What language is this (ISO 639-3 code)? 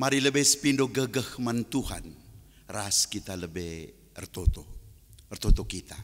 btx